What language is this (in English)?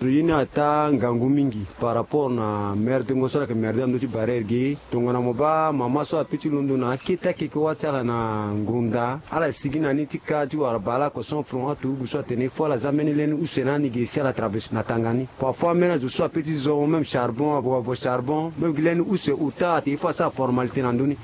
Sango